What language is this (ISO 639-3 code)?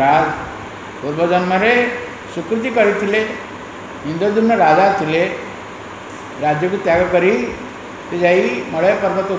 ori